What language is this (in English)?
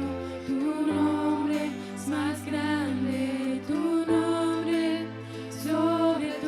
Plautdietsch